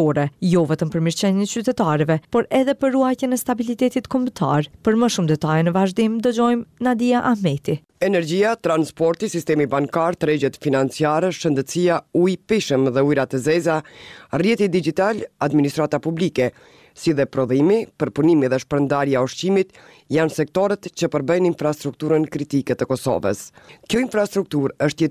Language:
Albanian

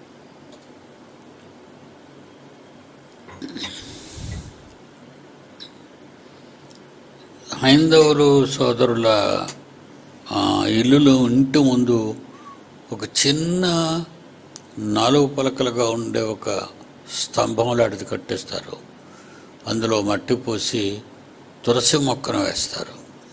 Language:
Telugu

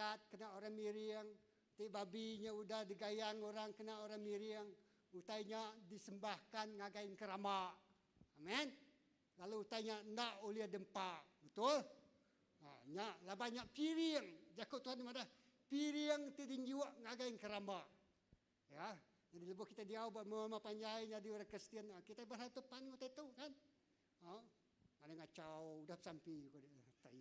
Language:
Iban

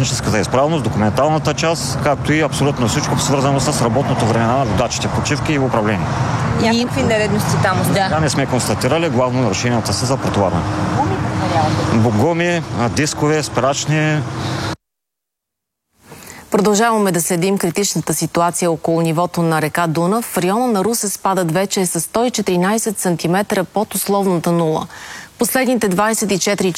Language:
Bulgarian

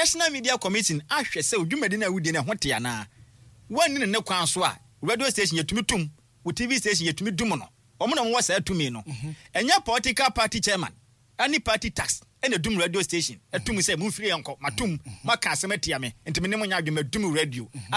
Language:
Akan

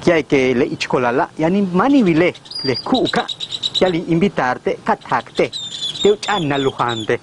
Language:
Yucateco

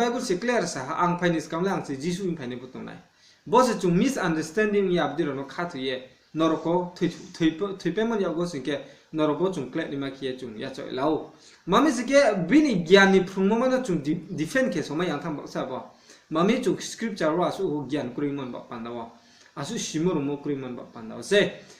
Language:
Riang (India)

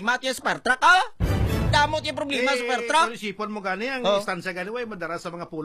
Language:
Hiligaynon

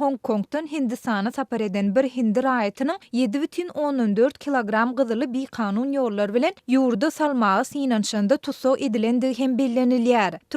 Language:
Turkmen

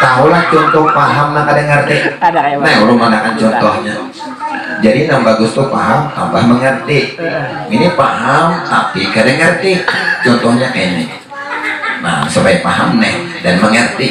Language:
Banjar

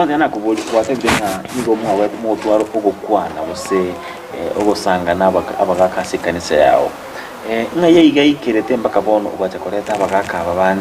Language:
Gusii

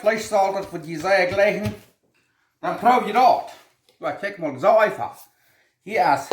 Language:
Plautdietsch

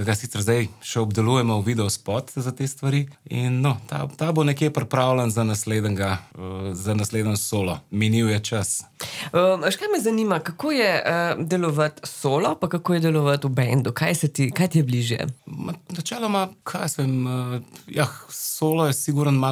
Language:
Slovenian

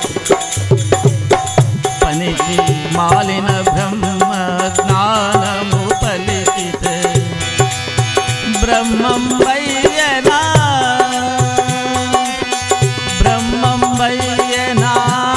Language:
Telugu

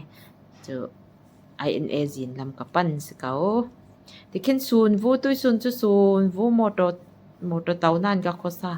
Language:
Falam Chin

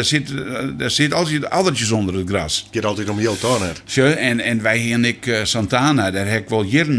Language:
Western Frisian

